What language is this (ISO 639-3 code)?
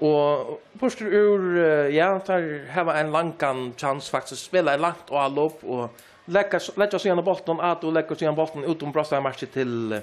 fao